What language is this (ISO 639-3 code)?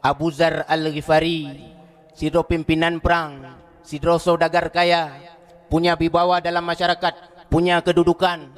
ace